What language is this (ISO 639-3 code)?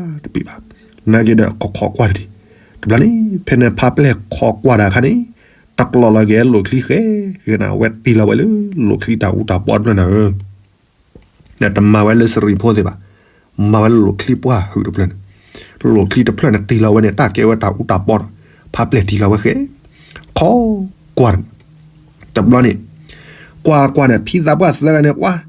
ksw